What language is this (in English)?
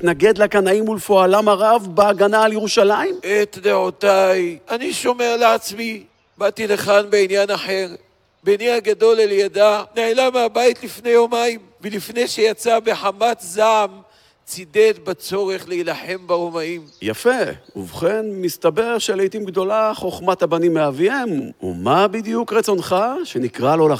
Hebrew